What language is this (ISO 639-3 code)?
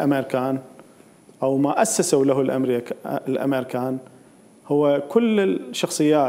acm